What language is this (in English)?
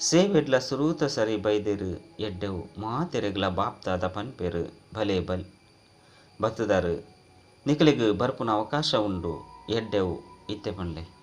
Tulu